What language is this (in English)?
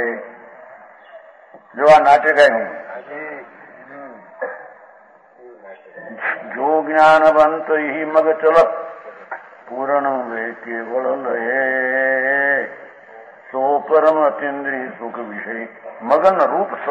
Gujarati